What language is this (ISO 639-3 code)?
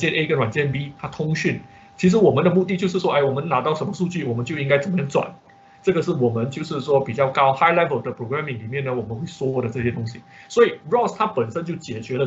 zho